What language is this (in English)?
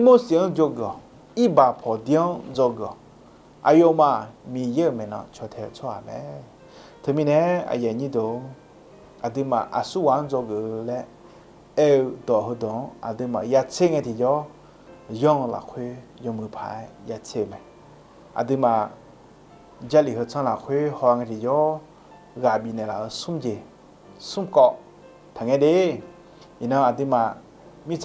Akha